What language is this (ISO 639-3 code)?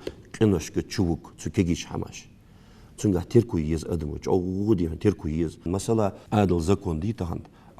inh